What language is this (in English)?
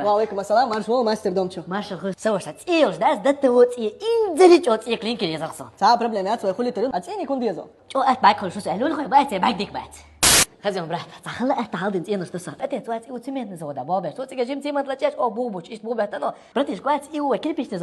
Chechen